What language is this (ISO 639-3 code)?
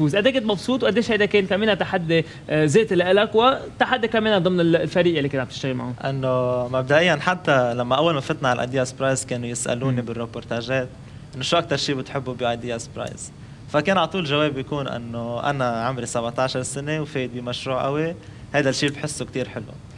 apc